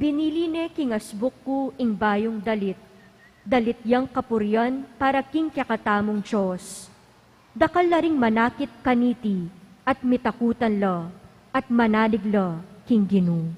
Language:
Pampanga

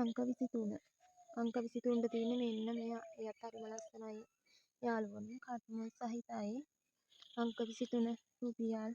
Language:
Sinhala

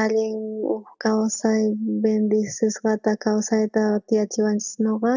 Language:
South Bolivian Quechua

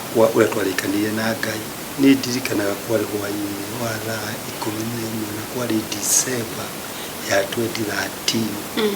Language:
Kikuyu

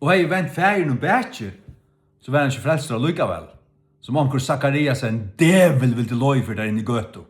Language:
Faroese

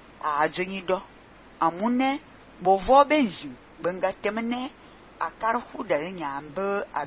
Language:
Fang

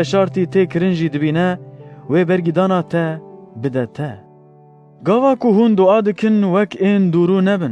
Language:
Kurdish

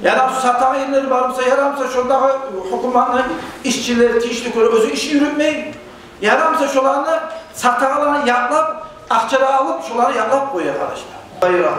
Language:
Kumyk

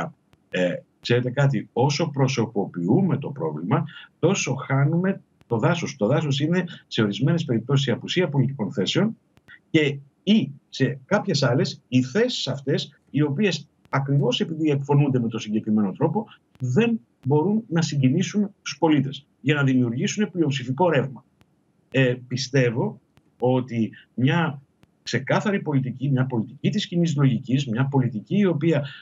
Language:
Greek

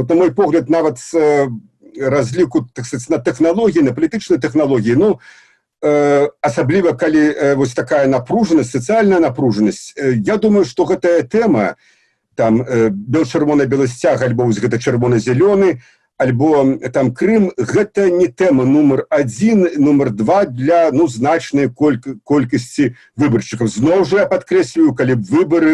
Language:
Belarusian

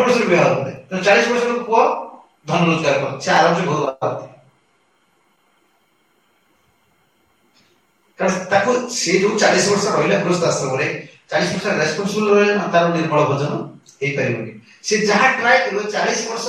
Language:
Odia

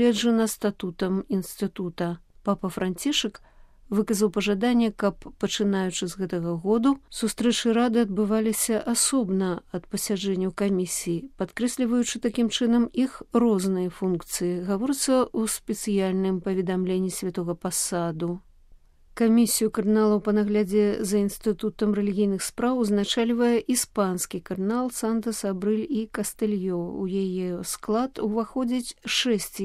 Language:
Belarusian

